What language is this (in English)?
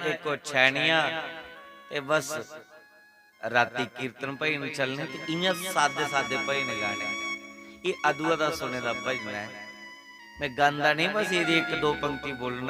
Dogri